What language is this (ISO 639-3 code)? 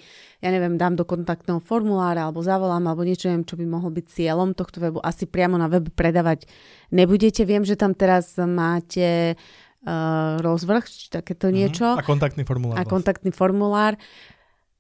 slk